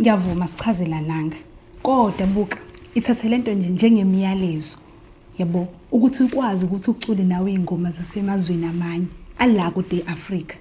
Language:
Zulu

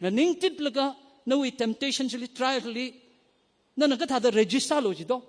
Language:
Tangkhul Naga (India)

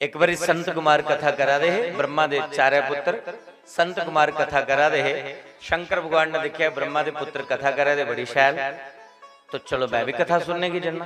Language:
Dogri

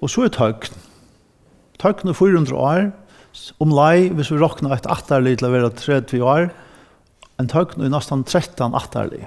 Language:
Faroese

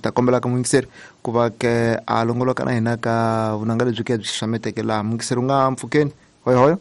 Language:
Tsonga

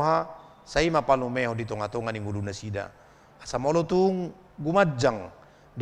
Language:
Batak Toba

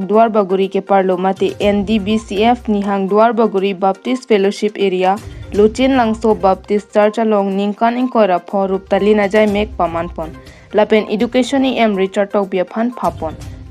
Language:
Karbi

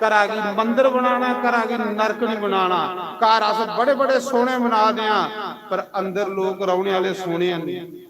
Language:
Dogri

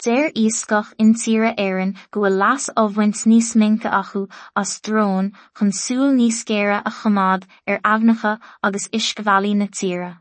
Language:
Irish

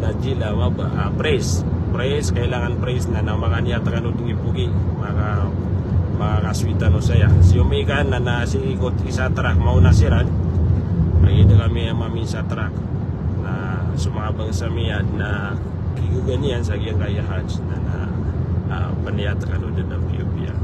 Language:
Maranao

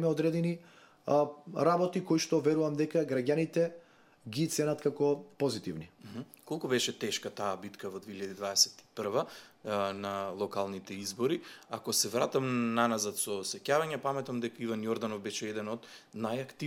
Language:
Macedonian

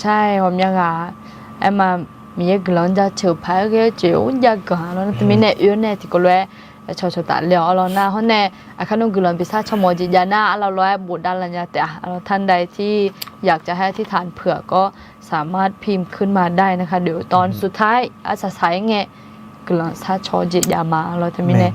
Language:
Akha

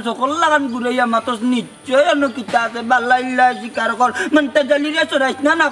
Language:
Sylheti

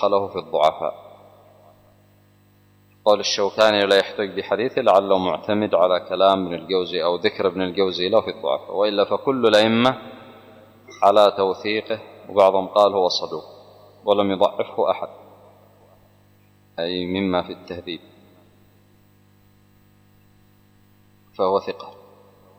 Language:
Arabic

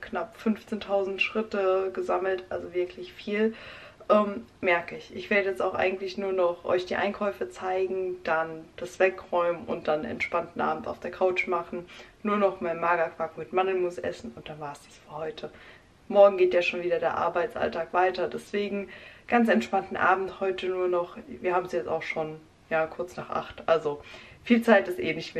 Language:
German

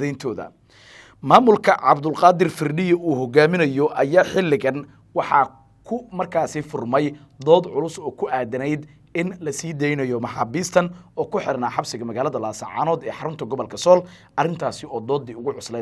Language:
Somali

